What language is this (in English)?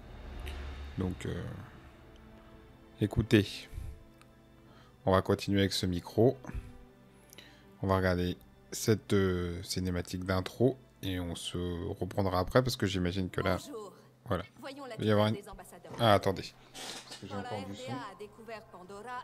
French